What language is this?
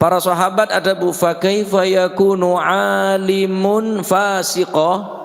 Madurese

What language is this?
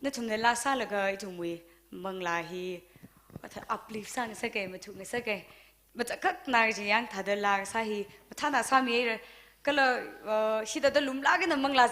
Tangkhul Naga (India)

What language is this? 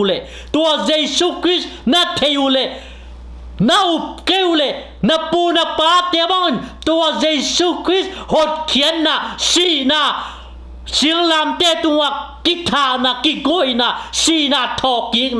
Tedim Chin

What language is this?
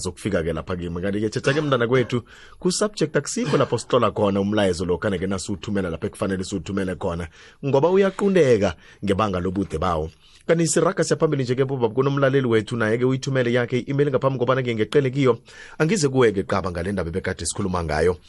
South Ndebele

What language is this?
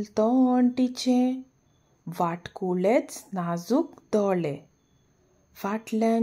Konkani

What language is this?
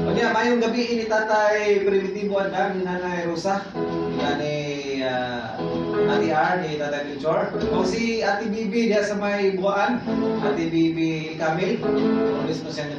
Cebuano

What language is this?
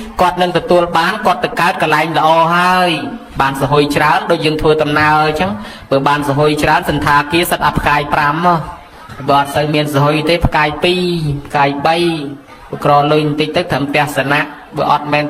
Khmer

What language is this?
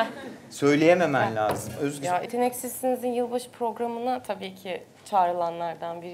Turkish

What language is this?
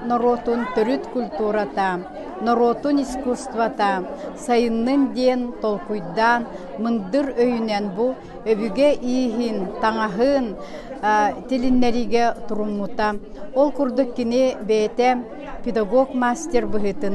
Yakut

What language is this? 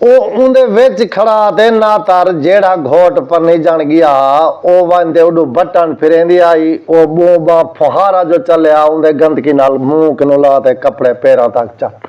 Saraiki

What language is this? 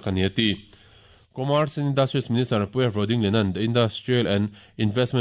Mizo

